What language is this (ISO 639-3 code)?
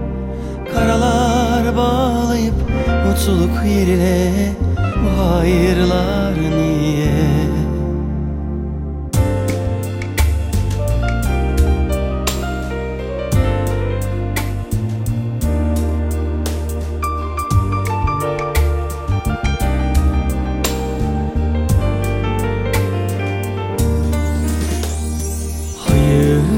tur